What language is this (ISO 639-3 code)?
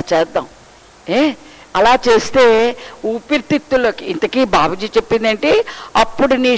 tel